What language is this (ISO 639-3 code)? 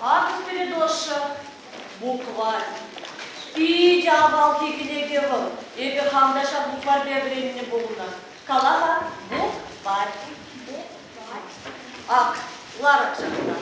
chv